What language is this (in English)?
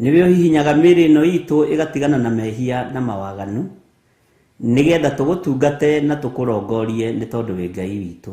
Kikuyu